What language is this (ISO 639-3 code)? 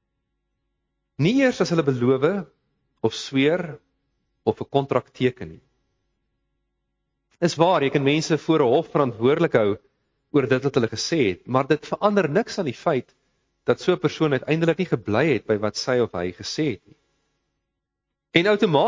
afr